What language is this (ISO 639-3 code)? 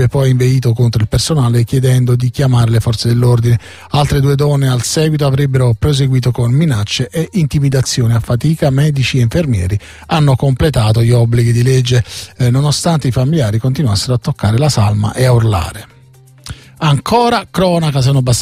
ita